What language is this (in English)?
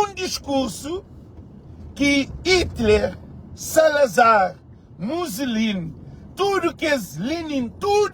Kabuverdianu